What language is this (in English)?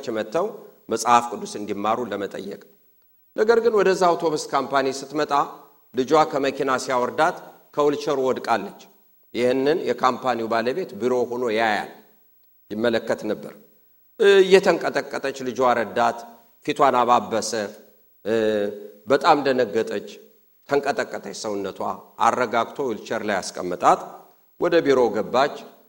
Amharic